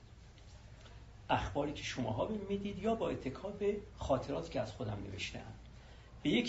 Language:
Persian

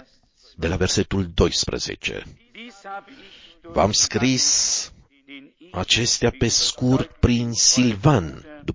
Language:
Romanian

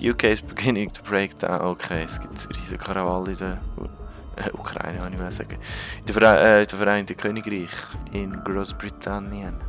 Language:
Swiss German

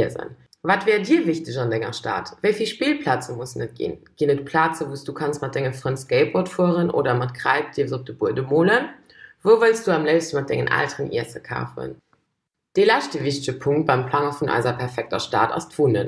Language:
Luxembourgish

